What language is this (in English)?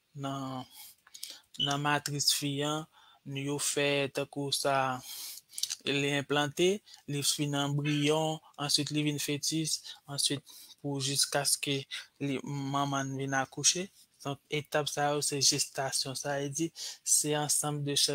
Haitian Creole